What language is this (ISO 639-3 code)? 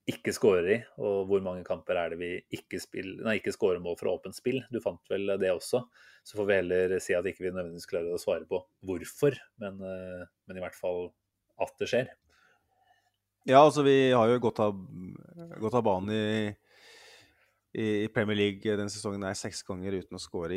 nor